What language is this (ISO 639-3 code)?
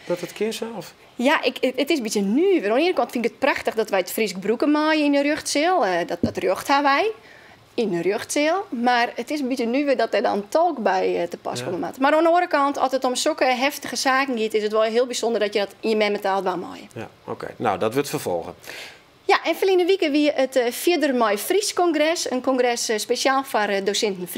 fry